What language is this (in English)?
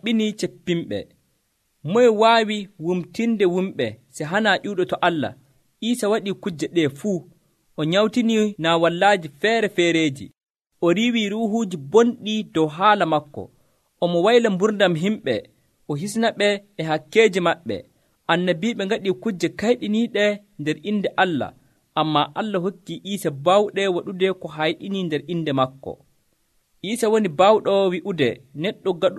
Nigerian Fulfulde